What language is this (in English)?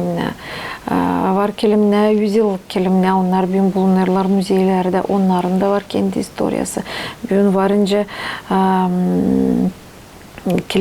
Gagauz